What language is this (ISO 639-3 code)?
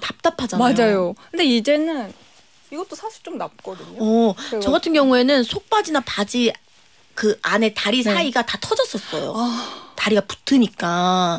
kor